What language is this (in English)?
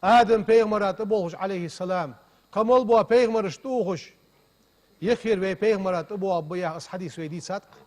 Ingush